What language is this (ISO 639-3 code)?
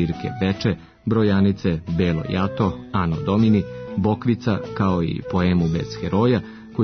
srp